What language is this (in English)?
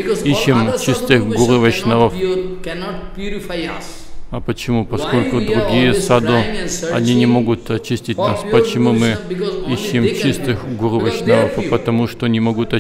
Russian